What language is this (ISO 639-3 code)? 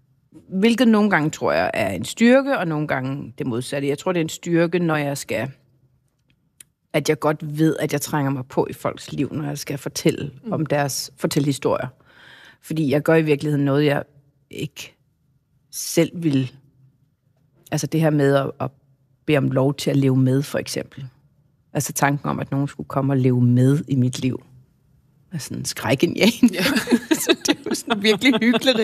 dan